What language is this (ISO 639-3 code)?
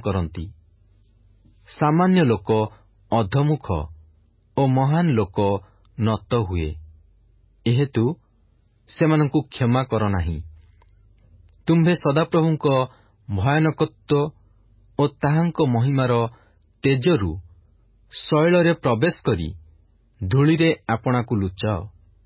ori